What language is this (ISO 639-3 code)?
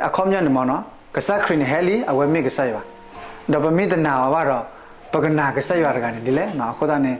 ksw